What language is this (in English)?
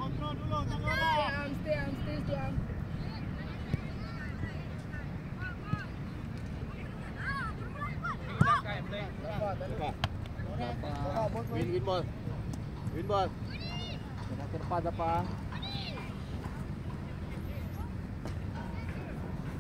Malay